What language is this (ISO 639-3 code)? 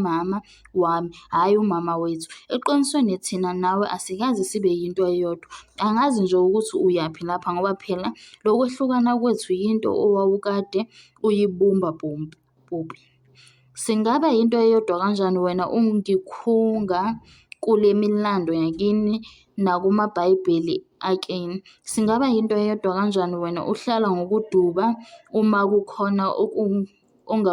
zul